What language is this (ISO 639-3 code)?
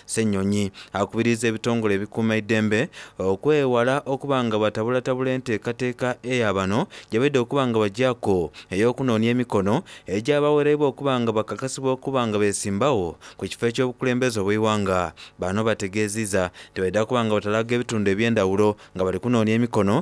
xog